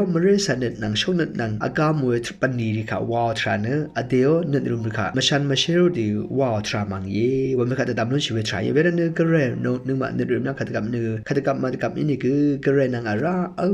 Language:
Rawang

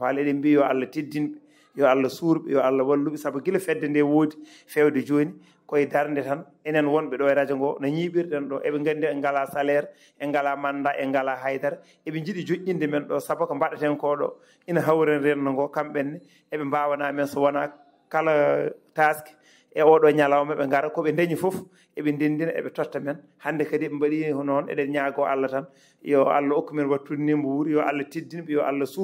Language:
Fula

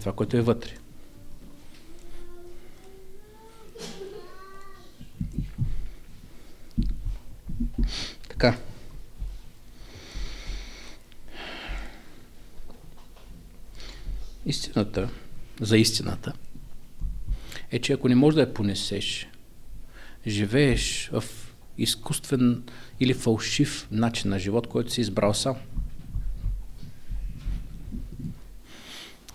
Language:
Bulgarian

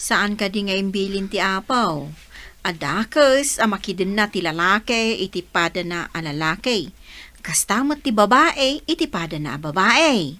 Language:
Iloko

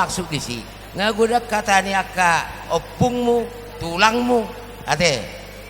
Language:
Batak Toba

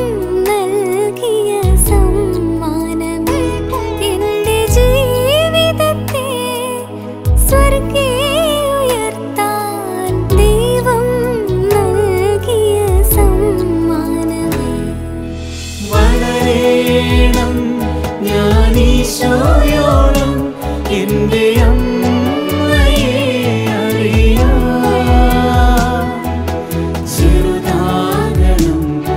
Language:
Malayalam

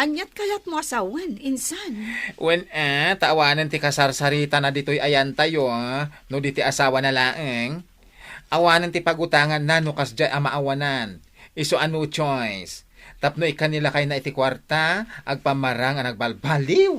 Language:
Iloko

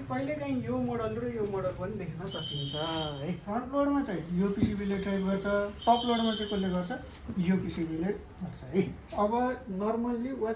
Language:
Nepali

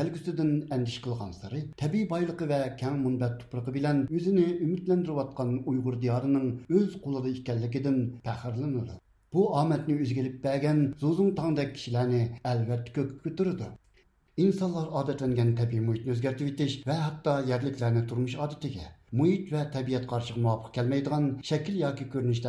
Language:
Uyghur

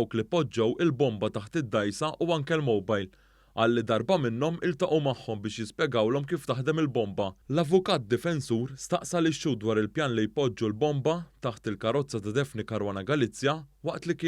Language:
Maltese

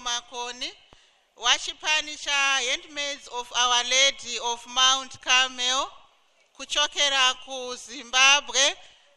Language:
Nyanja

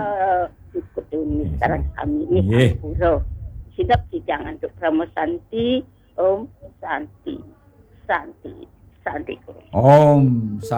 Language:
Balinese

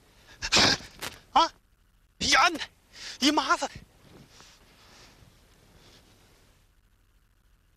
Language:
Chinese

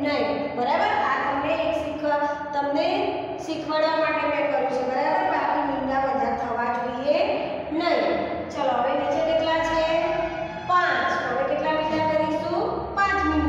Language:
Gujarati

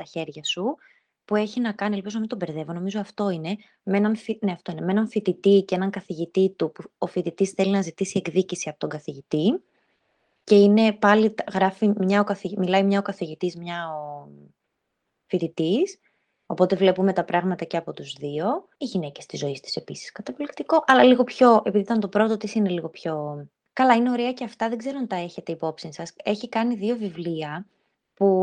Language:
Greek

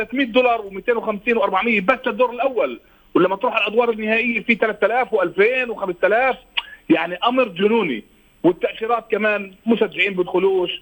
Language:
North Levantine Arabic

